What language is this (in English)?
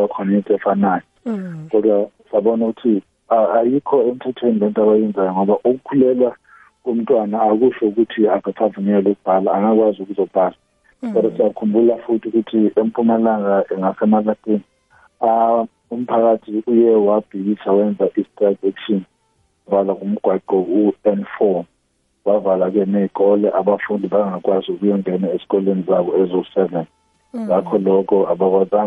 South Ndebele